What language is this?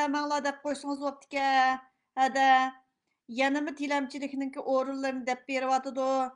Uyghur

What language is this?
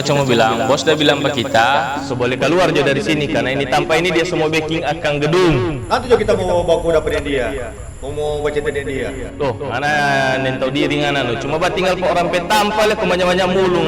Manado Malay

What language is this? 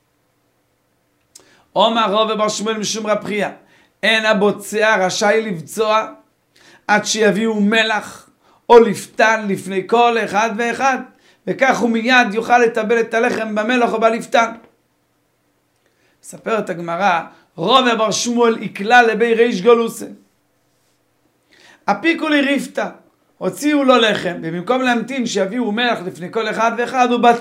Hebrew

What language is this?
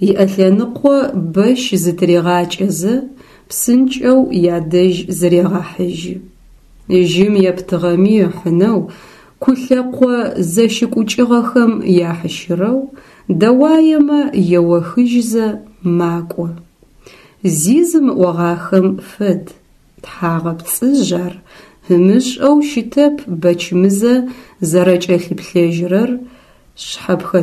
Adyghe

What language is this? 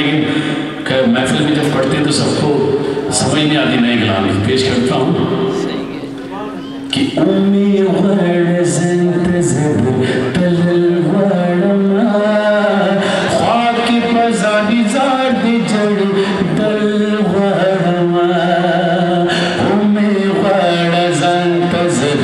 Urdu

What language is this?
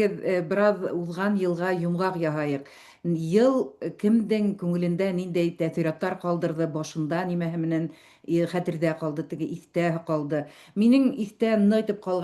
Bashkir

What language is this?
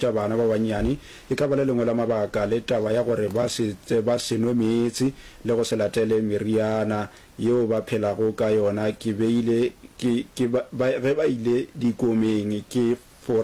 Northern Sotho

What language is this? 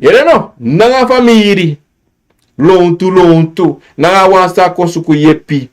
Sranan Tongo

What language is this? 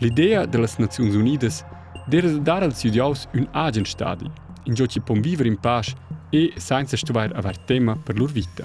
Romansh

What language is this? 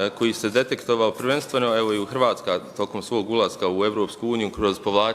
Bosnian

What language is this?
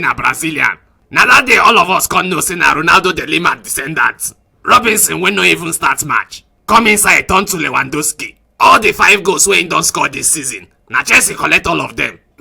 Nigerian Pidgin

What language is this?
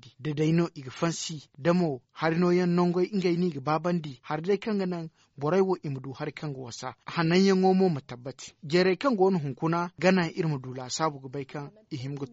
Zarma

